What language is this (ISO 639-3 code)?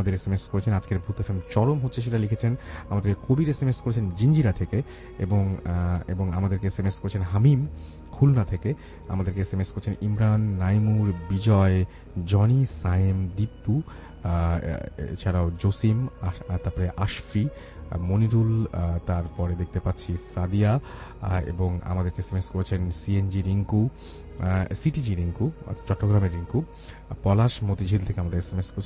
ben